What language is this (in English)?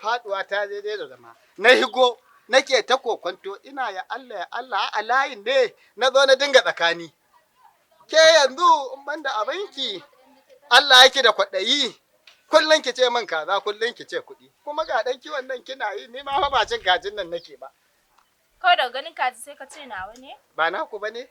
Hausa